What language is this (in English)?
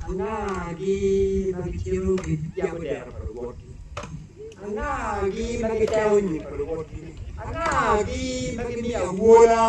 Acoli